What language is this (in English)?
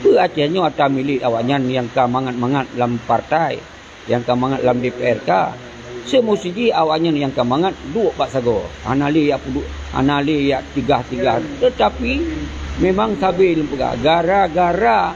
Achinese